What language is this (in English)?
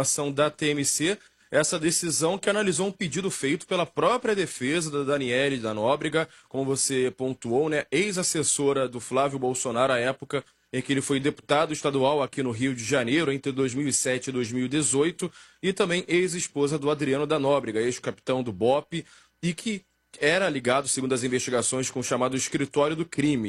Portuguese